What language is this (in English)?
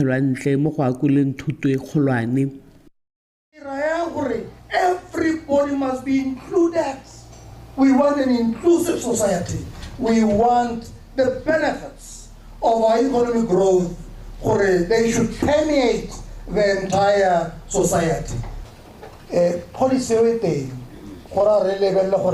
Tswana